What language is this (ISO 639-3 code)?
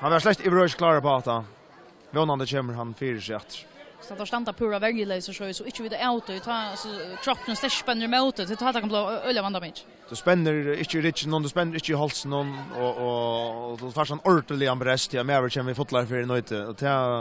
fao